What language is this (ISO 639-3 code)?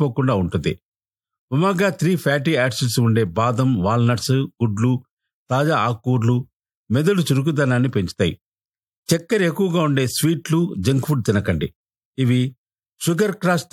tel